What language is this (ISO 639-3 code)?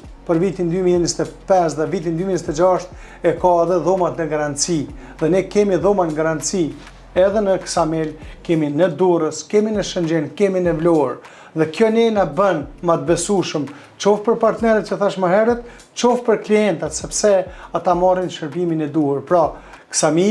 sqi